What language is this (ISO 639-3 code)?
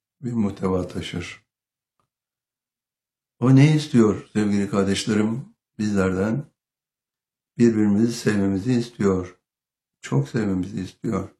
tur